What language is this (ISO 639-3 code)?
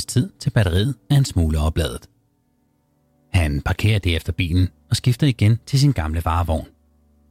dan